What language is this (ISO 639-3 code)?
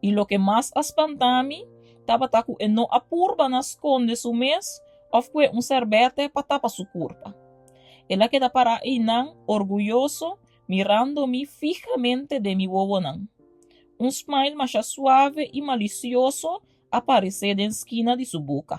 pap